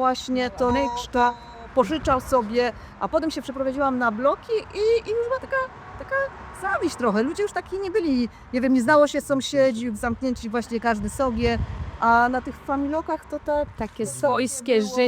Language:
Silesian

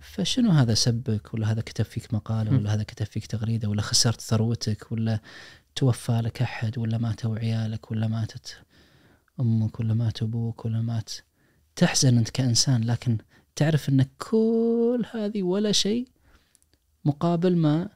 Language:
Najdi Arabic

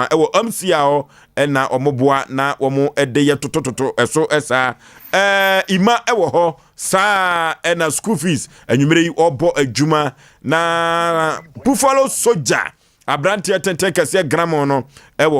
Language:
Akan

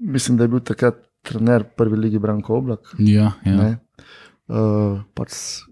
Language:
Slovenian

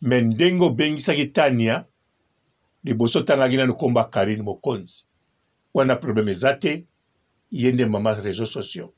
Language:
Lingala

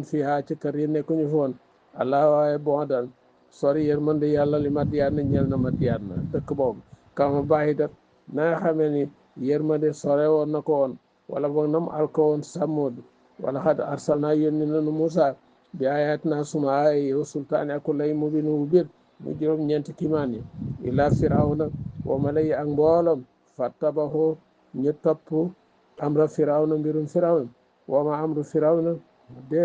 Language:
Wolof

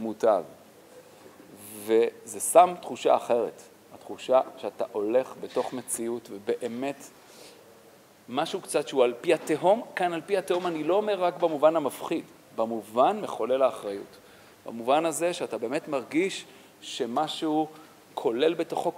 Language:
Hebrew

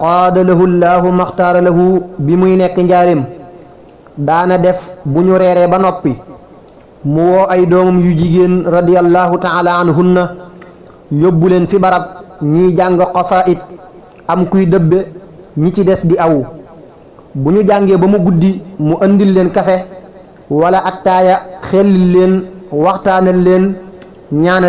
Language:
Wolof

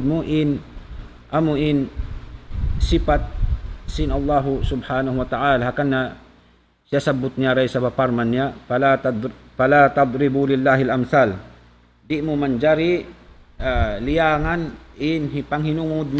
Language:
Tausug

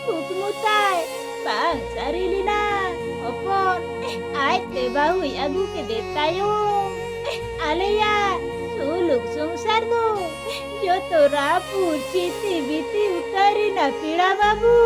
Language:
Santali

